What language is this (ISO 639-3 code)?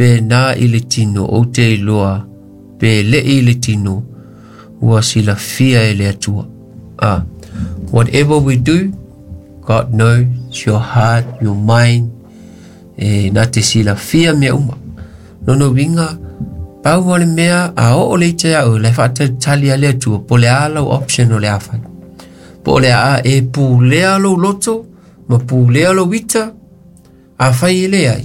smo